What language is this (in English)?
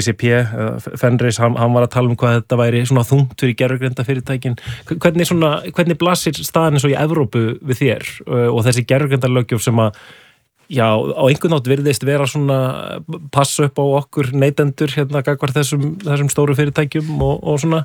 Icelandic